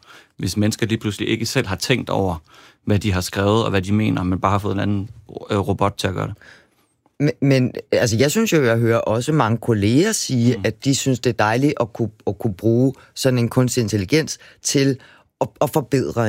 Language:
Danish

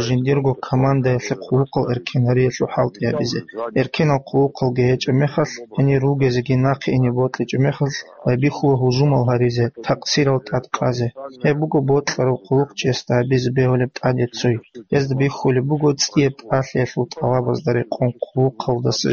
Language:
Avaric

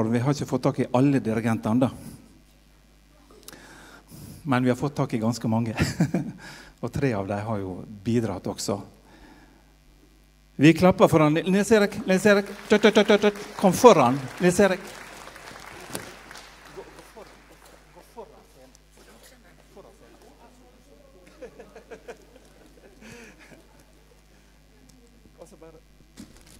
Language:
Norwegian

